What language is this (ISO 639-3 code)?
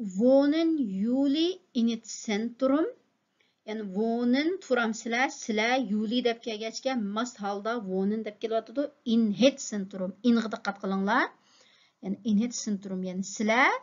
uig